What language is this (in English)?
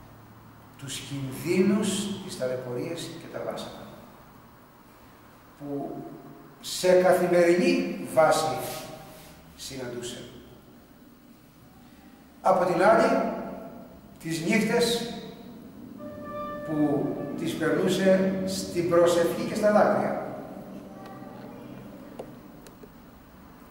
Greek